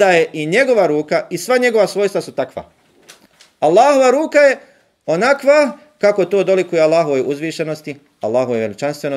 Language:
Bosnian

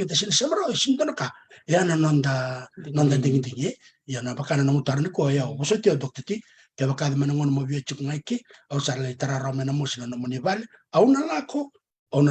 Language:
Fijian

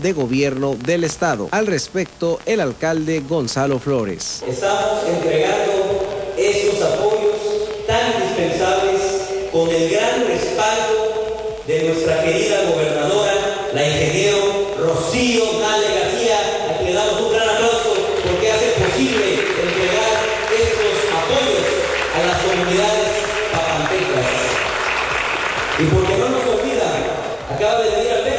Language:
Spanish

